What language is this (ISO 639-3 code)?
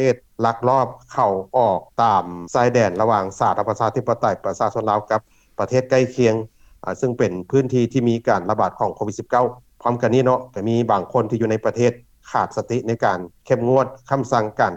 lao